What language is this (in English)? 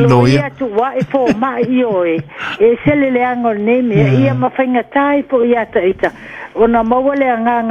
Samoan